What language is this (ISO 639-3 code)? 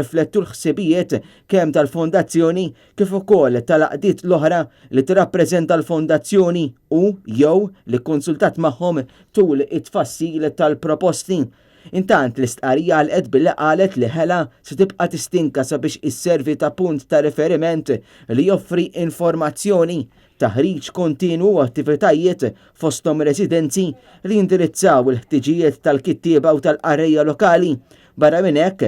mlt